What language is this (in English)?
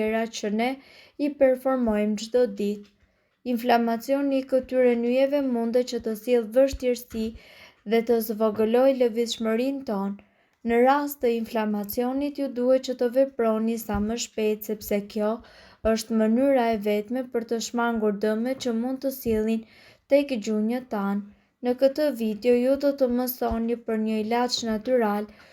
Albanian